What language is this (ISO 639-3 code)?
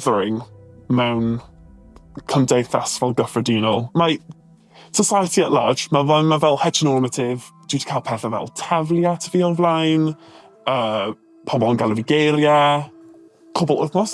cym